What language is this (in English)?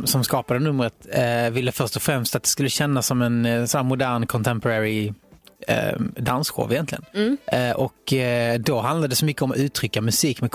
Swedish